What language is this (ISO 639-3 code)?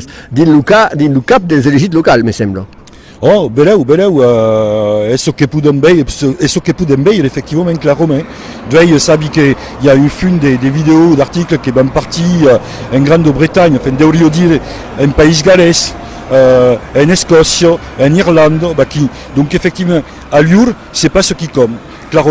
oci